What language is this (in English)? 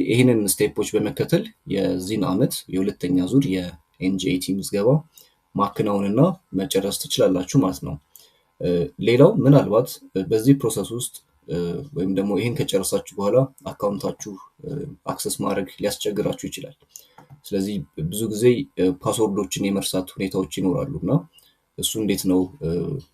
Amharic